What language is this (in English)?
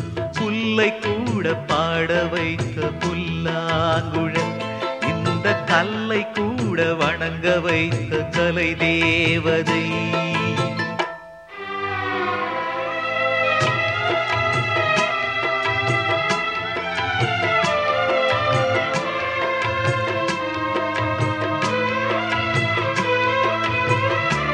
Tamil